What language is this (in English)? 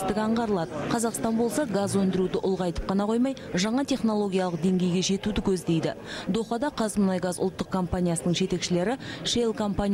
Kazakh